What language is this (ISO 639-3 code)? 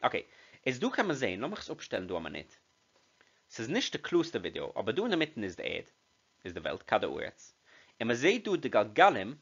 yid